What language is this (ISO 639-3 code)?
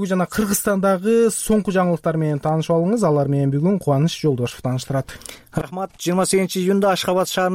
kir